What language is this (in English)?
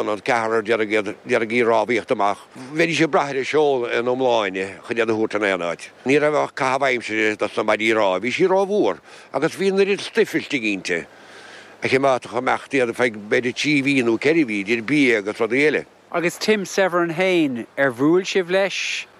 Irish